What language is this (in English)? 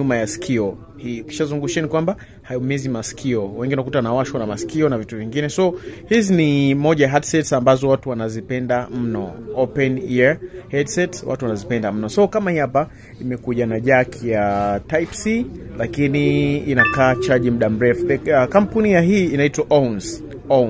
Swahili